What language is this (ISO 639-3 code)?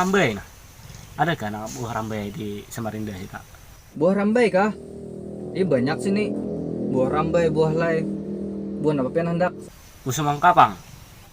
bjn